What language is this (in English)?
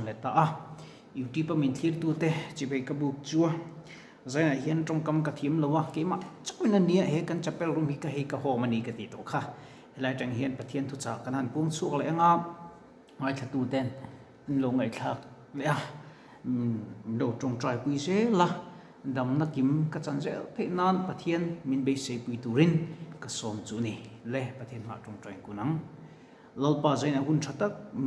Mizo